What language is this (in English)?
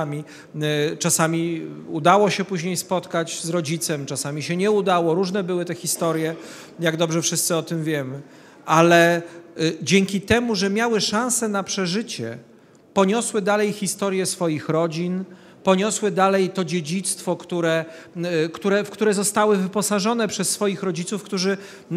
Polish